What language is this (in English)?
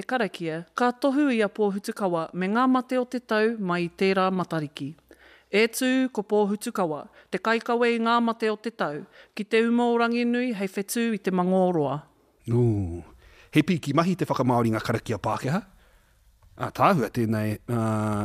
Māori